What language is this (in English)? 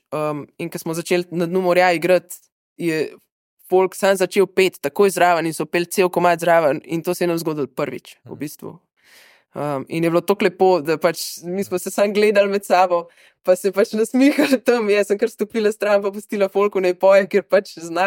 Slovenian